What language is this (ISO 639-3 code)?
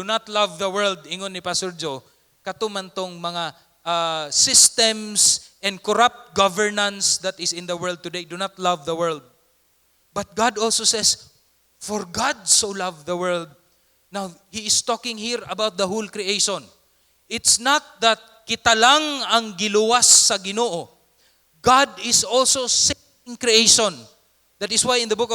ceb